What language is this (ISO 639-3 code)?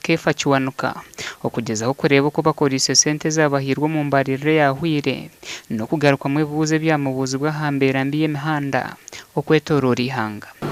nyn